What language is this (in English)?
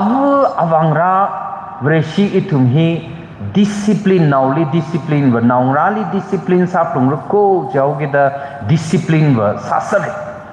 Tangkhul Naga (India)